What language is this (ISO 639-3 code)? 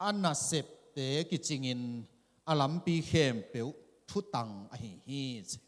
ctd